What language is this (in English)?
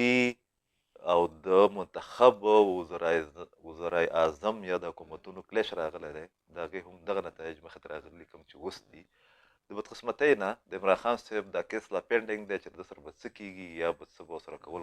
Pashto